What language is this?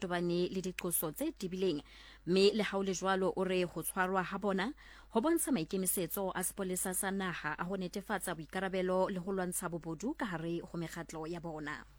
Southern Sotho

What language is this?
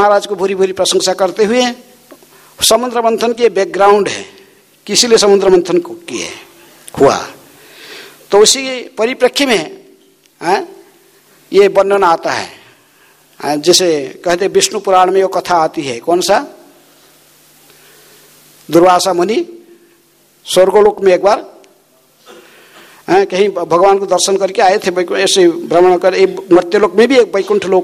Hindi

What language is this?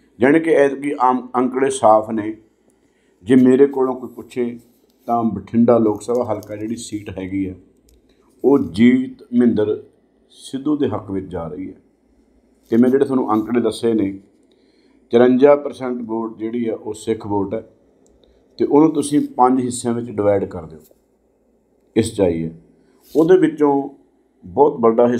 Punjabi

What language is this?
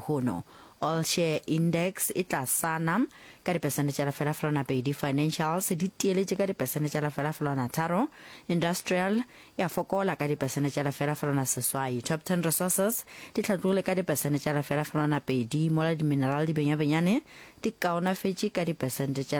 Northern Sotho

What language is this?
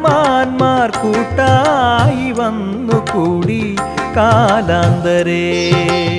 Malayalam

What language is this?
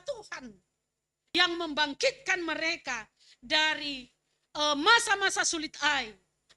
Batak Simalungun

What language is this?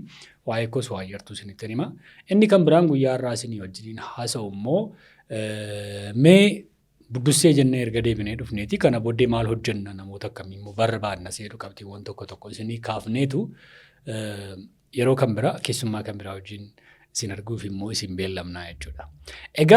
Oromo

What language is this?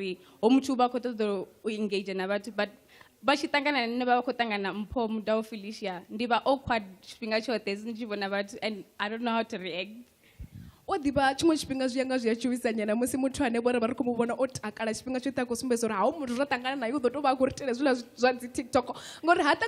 Venda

